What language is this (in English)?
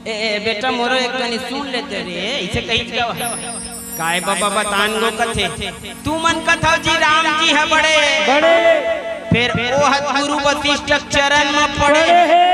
Chhattisgarhi